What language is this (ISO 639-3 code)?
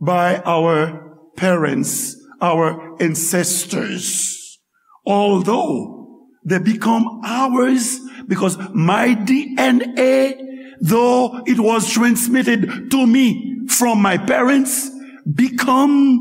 hat